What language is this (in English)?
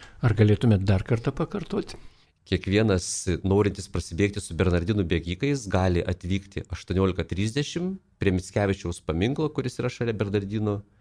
Lithuanian